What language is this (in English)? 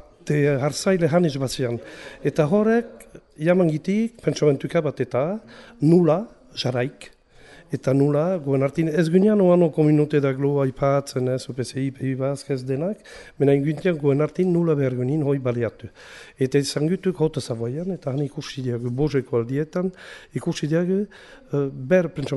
Basque